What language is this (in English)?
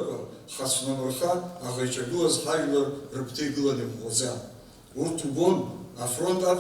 Abkhazian